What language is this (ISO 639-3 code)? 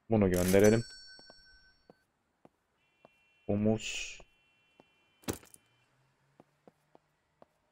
tur